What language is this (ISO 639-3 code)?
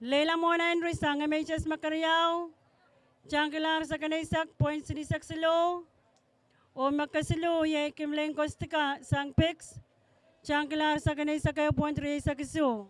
pon